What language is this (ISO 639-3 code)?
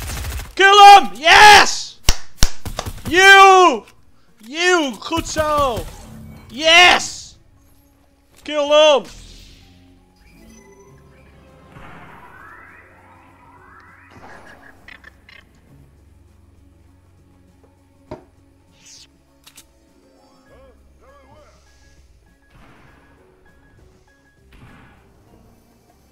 nld